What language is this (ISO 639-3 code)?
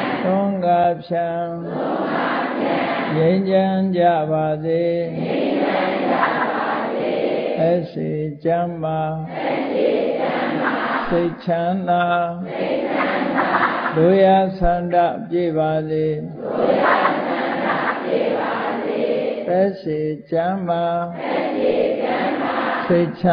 mya